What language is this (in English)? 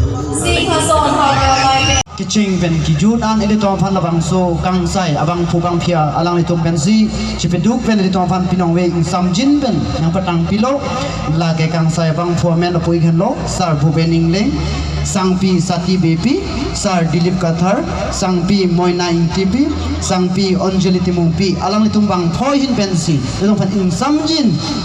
Karbi